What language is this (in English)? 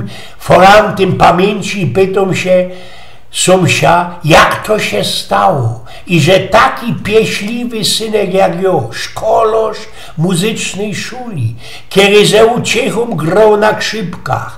Silesian